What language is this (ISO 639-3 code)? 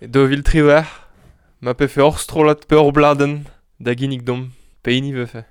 bre